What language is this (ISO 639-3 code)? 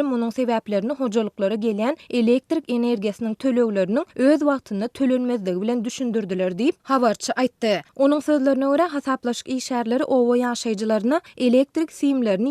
tuk